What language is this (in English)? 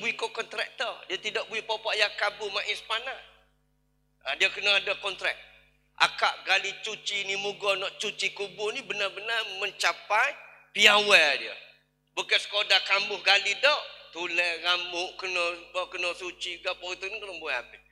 Malay